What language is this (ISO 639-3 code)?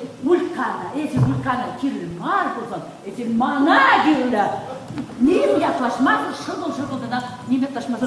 chv